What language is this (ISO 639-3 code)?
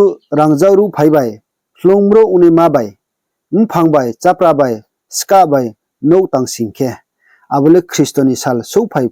ria